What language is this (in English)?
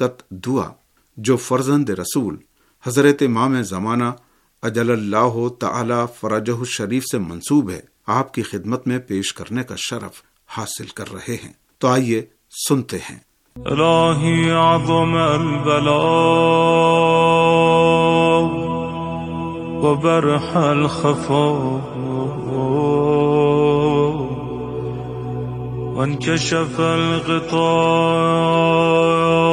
Urdu